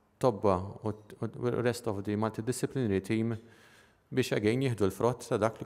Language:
Maltese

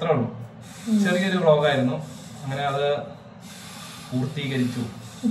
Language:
Malayalam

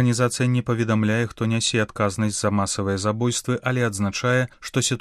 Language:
Belarusian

